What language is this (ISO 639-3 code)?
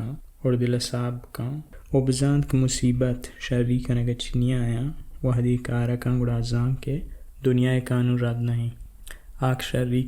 bal